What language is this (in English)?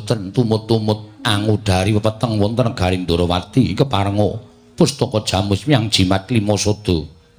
Javanese